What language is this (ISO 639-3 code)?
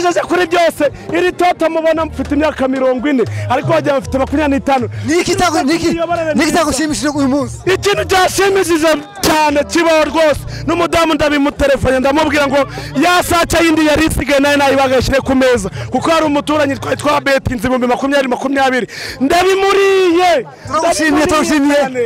kin